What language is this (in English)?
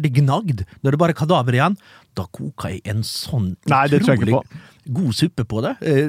Norwegian